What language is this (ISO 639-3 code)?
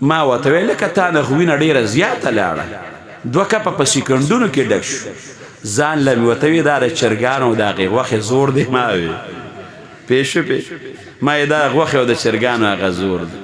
pus